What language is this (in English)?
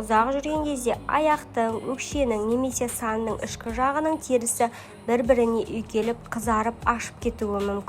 Kazakh